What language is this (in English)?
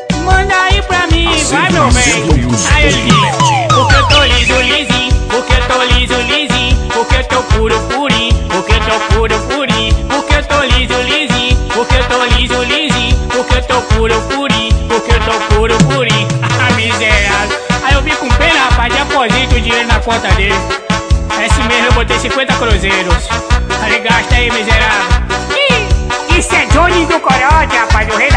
Portuguese